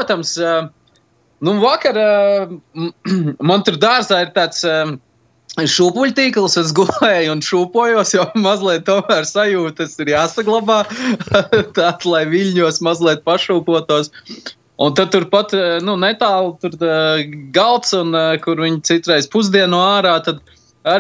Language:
Latvian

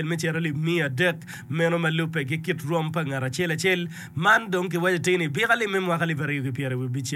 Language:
Acoli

